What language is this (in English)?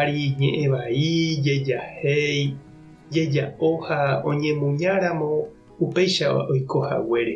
Guarani